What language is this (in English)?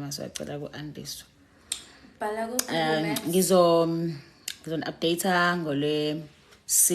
Zulu